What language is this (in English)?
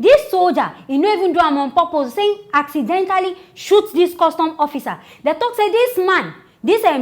Nigerian Pidgin